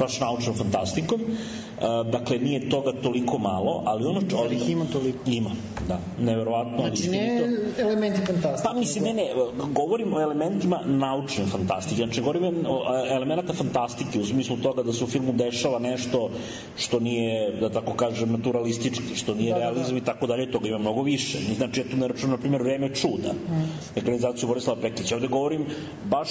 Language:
Serbian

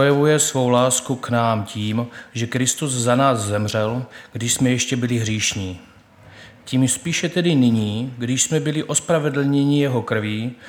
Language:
Czech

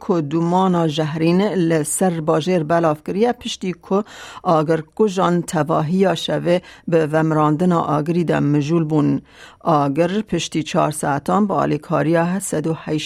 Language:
Kurdish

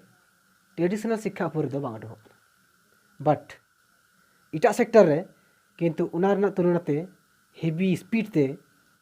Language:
Santali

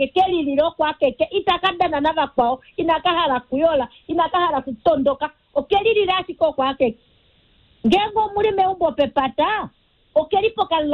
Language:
Kuanyama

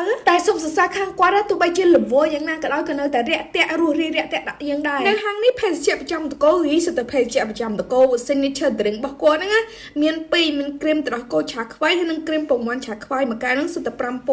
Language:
Khmer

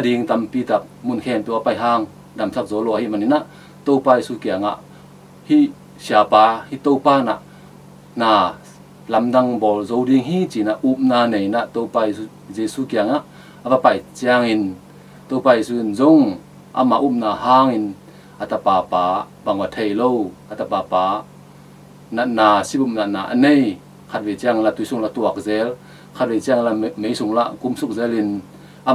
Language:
Tedim Chin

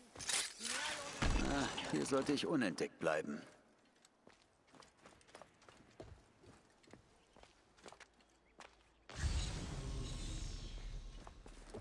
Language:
German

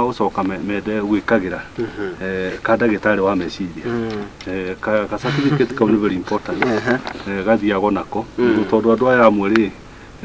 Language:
Kikuyu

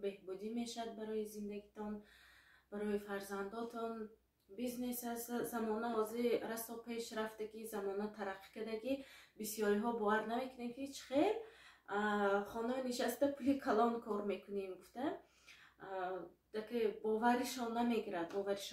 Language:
Tajik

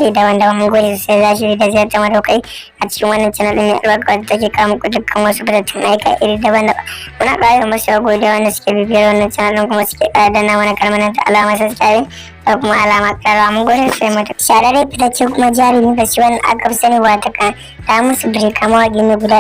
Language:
Hausa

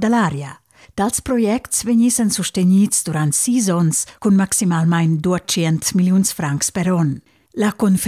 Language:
Romansh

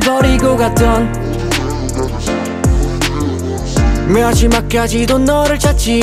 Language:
Korean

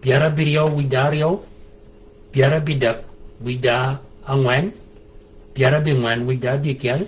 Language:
Shilluk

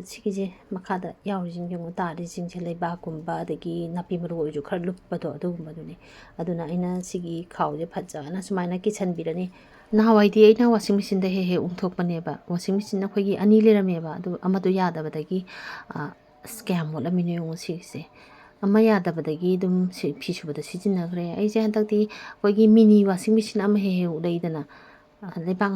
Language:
Manipuri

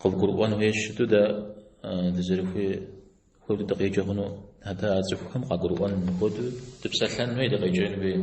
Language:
Kabardian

